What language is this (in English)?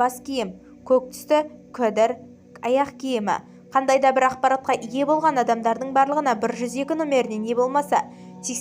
Kazakh